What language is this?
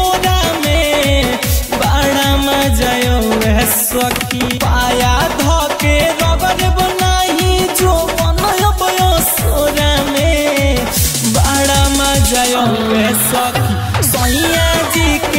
Bhojpuri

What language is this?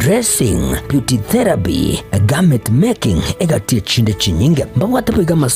Gusii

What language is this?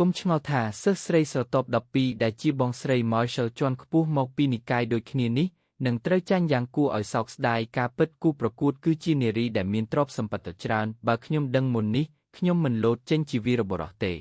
Khmer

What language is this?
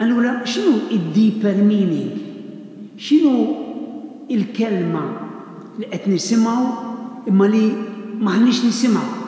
Maltese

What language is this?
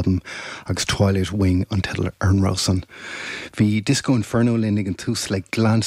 Irish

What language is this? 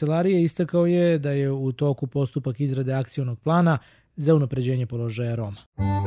Serbian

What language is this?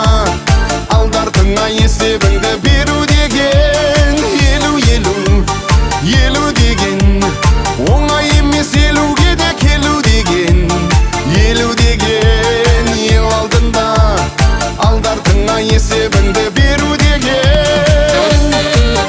Kazakh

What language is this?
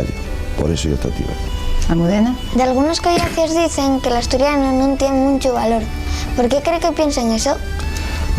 Asturian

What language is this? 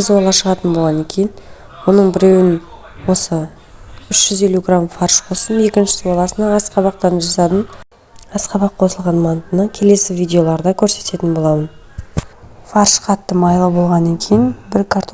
Kazakh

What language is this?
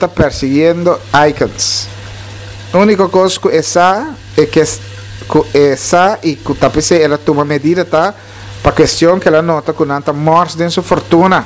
Papiamento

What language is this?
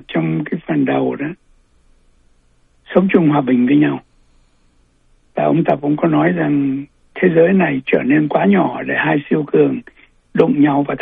Vietnamese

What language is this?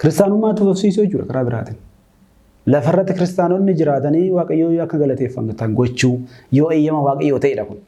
Oromo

